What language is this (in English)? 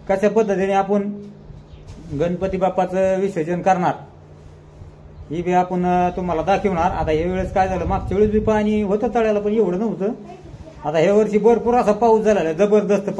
Marathi